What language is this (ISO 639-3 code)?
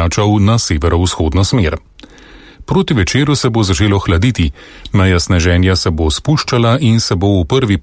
slv